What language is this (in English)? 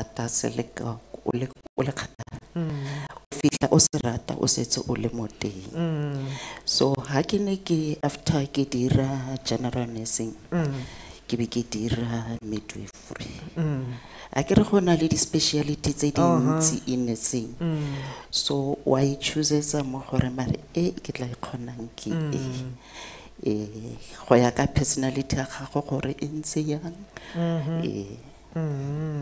Tswana